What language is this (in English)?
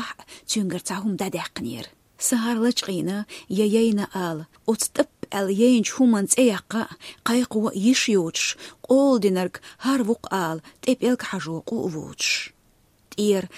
Chechen